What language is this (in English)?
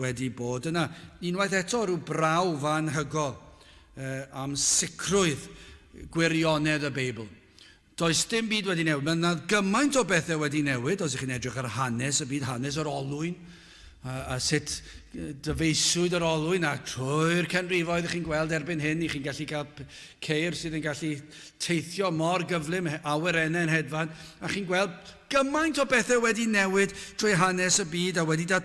Welsh